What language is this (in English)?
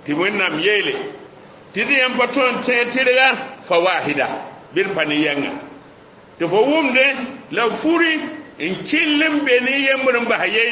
Mossi